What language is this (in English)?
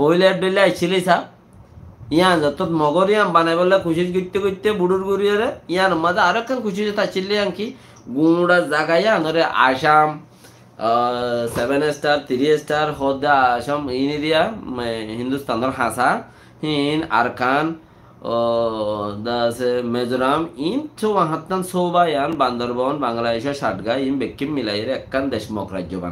Rohingya